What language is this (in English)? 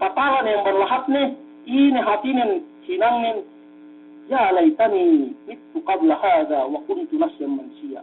Yakan